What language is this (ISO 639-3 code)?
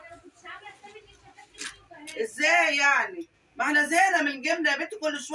arz